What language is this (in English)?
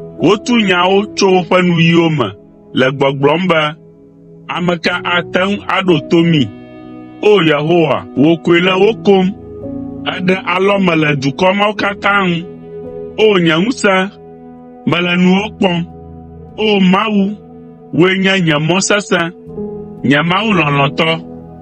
Ewe